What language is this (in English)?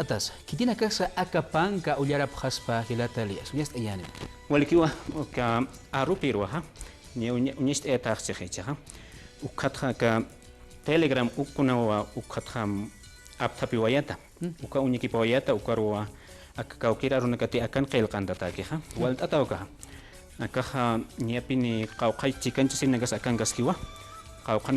Aymara